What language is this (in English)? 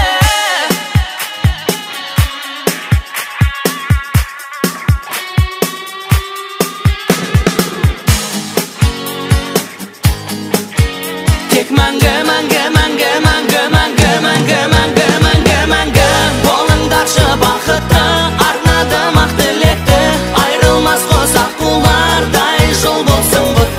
Kazakh